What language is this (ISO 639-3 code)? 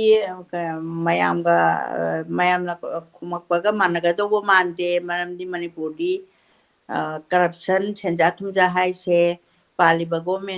mni